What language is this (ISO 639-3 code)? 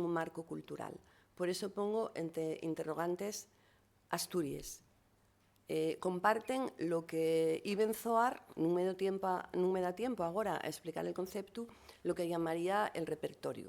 ast